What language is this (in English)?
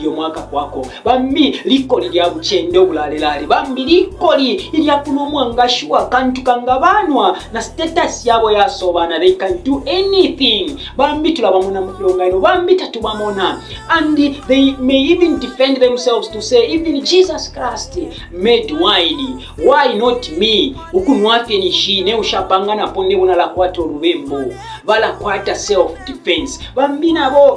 Bemba